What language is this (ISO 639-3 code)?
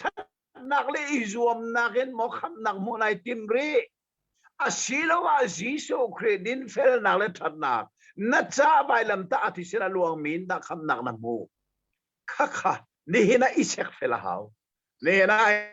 cnh